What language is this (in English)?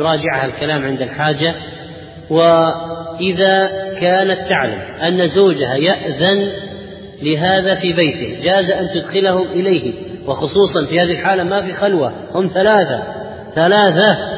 Arabic